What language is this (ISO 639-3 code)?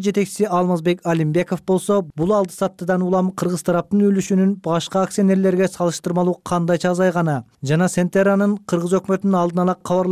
kir